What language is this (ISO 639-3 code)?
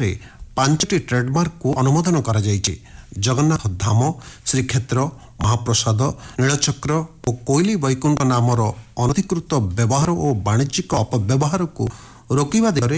ori